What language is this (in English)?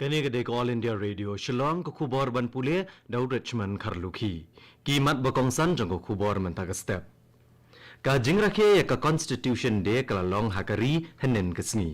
Khasi